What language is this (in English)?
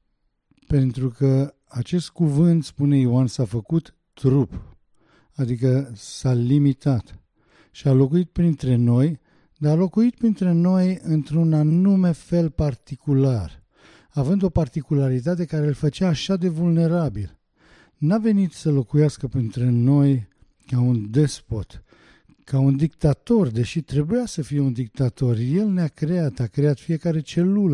Romanian